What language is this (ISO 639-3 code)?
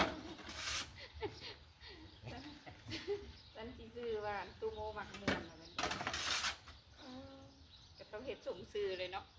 lao